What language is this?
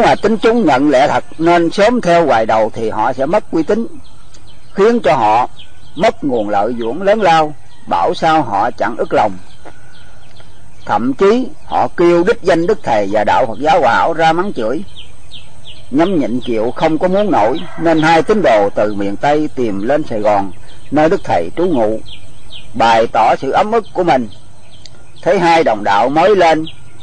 Vietnamese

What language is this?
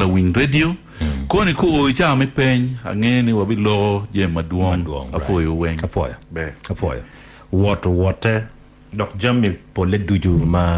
Acoli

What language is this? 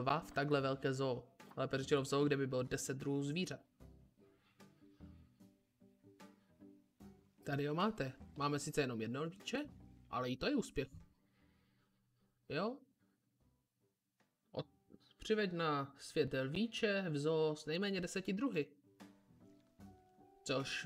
Czech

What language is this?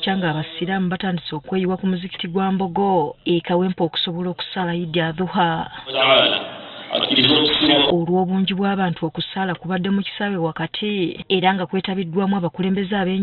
Ganda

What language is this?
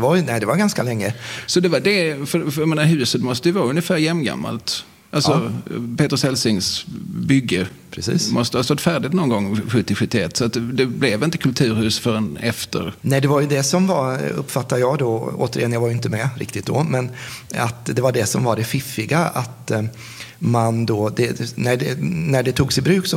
Swedish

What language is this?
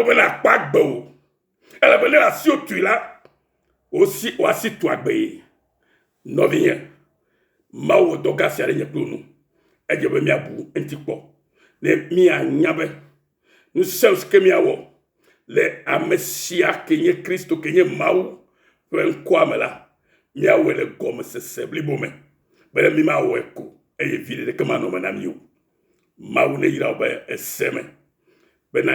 Ewe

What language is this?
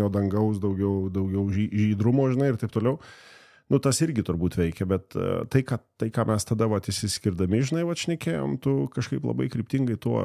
Lithuanian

